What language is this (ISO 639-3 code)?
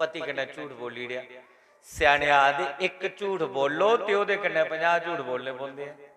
doi